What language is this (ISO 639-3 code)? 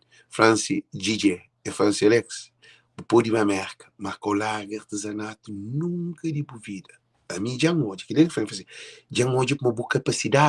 kea